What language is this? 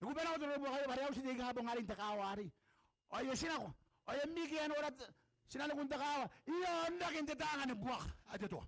Gilbertese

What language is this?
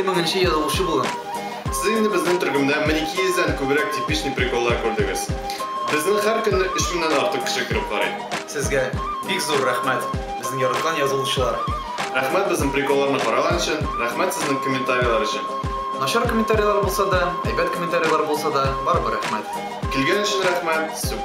Tatar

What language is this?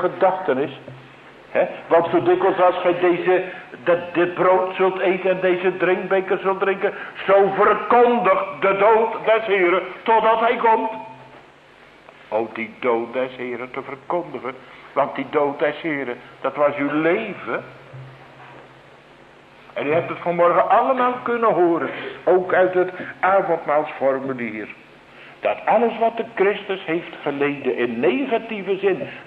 Dutch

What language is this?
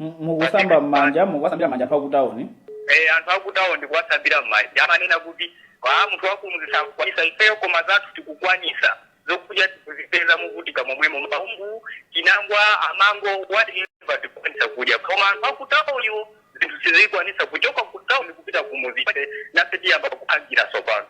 Nyanja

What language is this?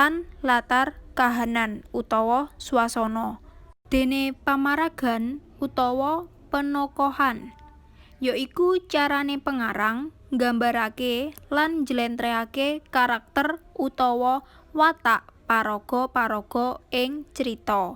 Javanese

